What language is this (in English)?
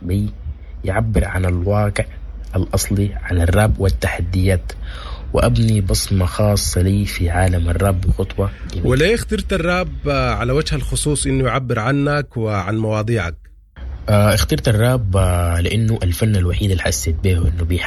Sudanese Arabic